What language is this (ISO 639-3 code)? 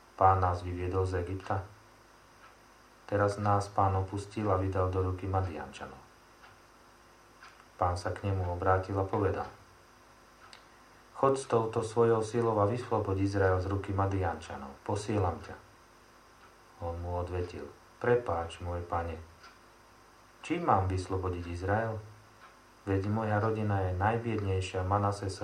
slk